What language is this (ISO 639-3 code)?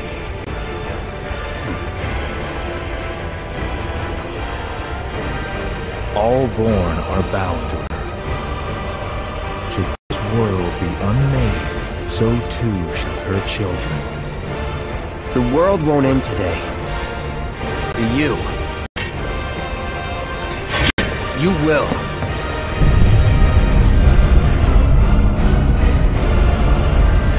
eng